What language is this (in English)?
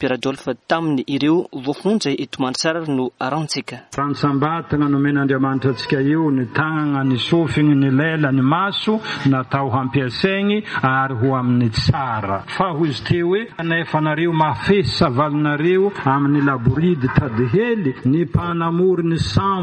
Malagasy